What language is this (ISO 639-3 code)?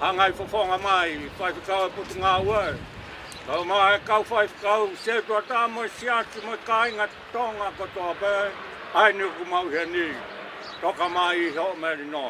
ton